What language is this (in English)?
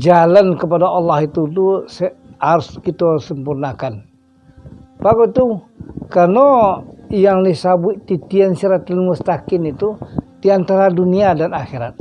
Minangkabau